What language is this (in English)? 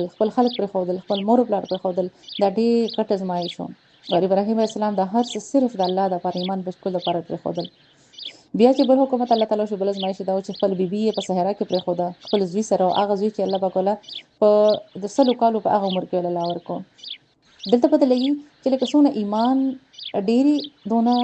Pashto